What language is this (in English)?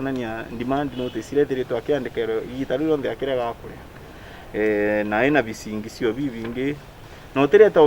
Meru